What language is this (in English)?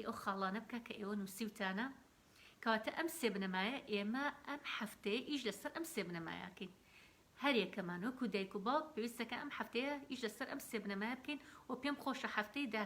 Central Kurdish